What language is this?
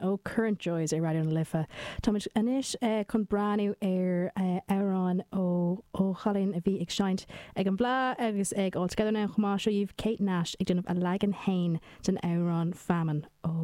Irish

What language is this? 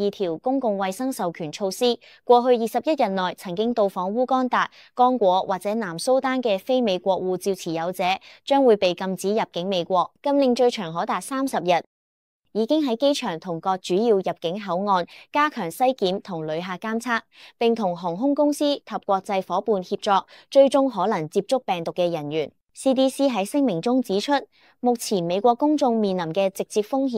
Cantonese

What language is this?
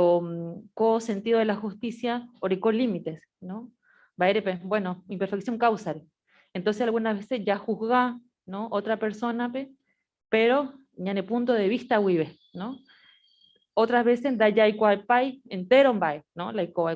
Guarani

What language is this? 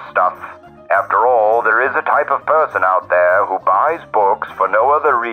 English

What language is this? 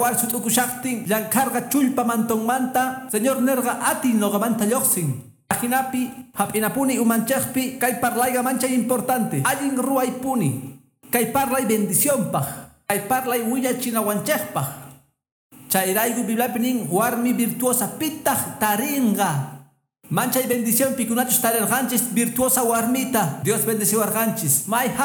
Quechua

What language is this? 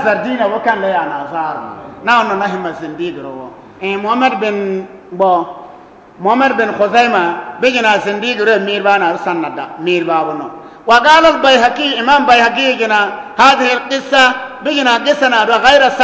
Bissa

